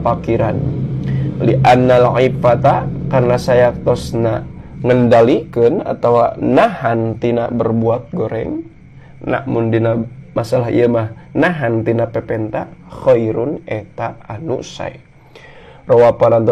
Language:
Sundanese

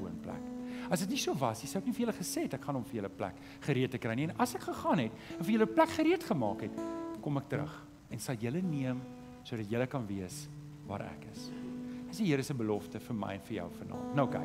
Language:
Afrikaans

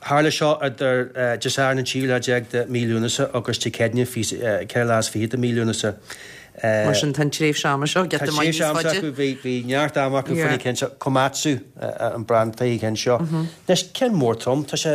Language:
Irish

